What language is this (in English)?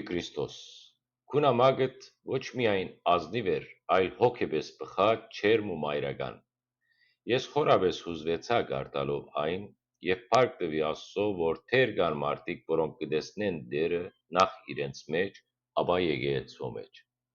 Western Armenian